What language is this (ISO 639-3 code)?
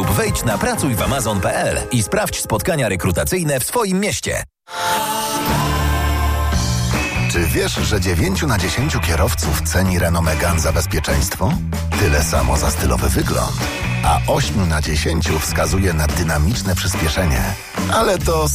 pol